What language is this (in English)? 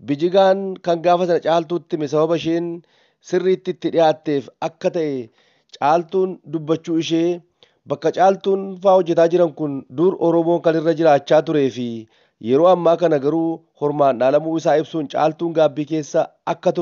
Oromo